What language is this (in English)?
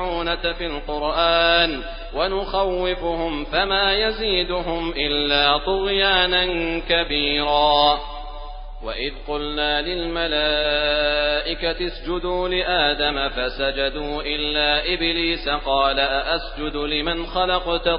Arabic